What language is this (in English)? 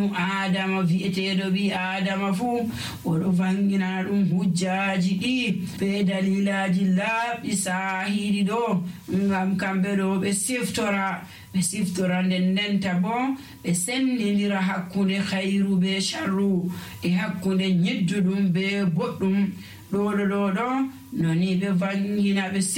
Nigerian Fulfulde